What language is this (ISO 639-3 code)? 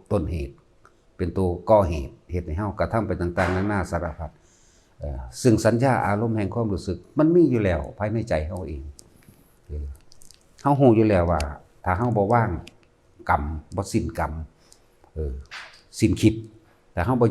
tts